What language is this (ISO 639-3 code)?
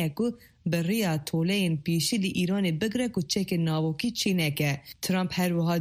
kur